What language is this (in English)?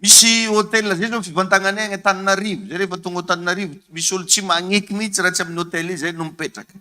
Malagasy